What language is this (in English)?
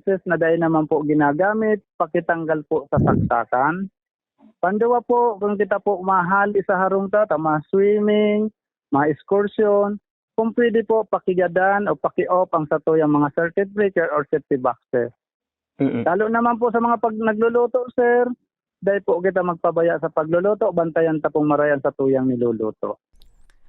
Bikol